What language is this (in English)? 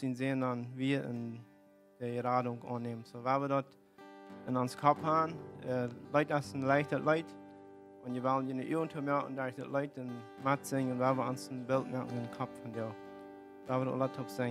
Plautdietsch